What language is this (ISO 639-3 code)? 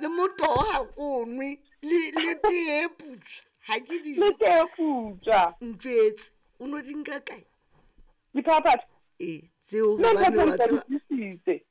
sot